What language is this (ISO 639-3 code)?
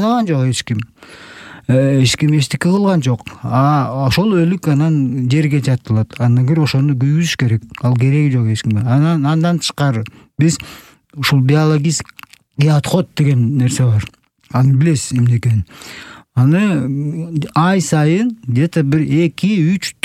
kir